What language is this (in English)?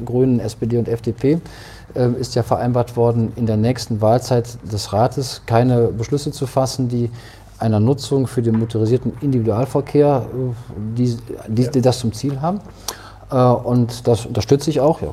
German